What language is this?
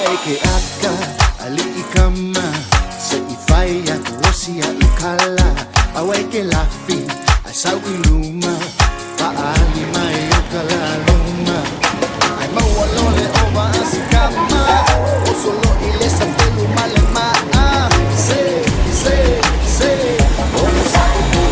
Samoan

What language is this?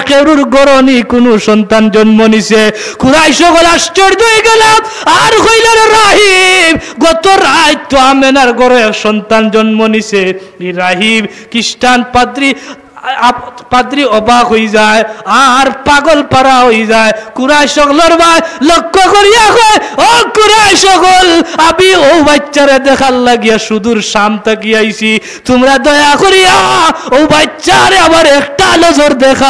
Sylheti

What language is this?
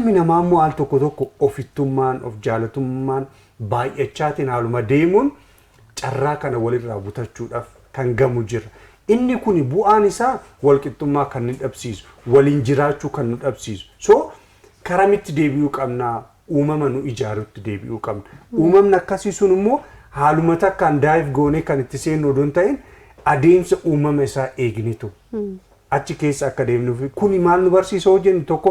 Oromo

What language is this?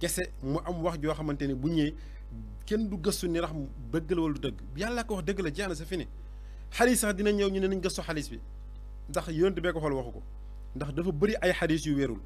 Wolof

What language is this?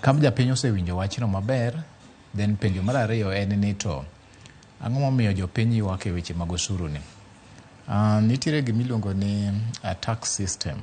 Luo (Kenya and Tanzania)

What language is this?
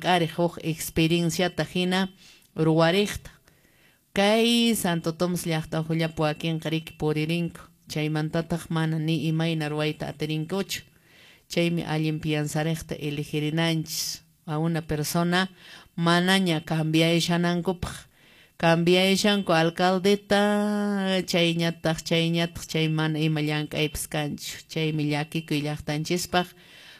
Quechua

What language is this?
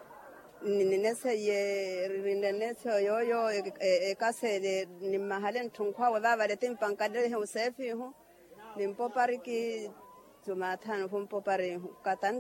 Makhuwa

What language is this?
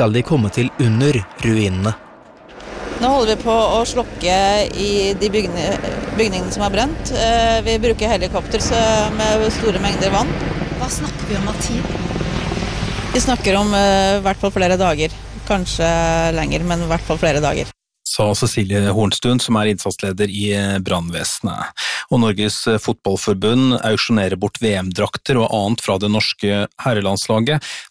Norwegian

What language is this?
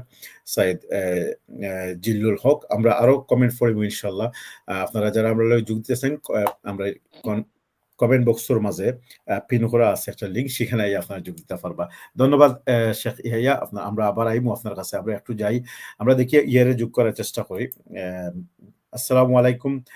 Sylheti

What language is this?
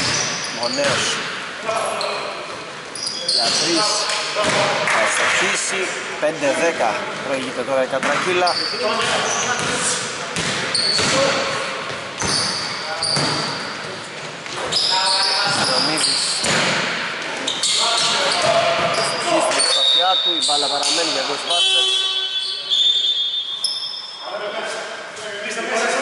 Greek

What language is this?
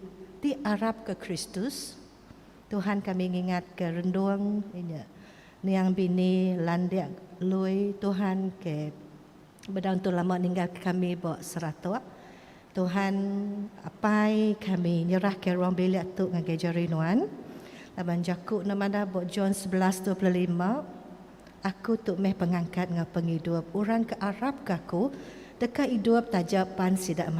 Iban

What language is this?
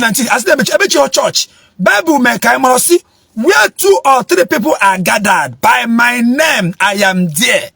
Igbo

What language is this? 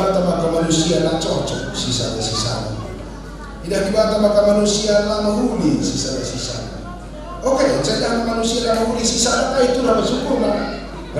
Batak Karo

